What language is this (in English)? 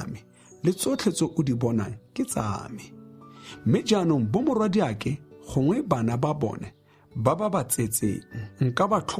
Tswana